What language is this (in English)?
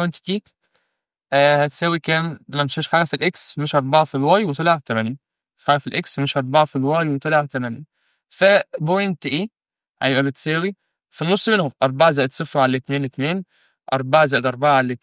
Egyptian Arabic